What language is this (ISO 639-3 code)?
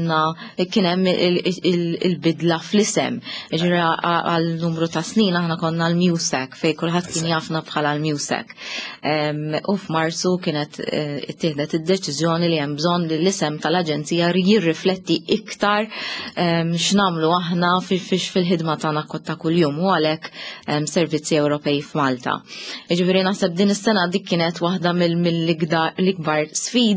mlt